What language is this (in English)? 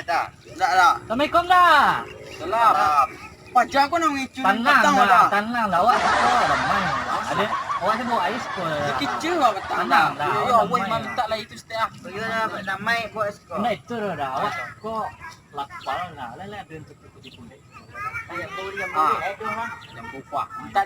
Minangkabau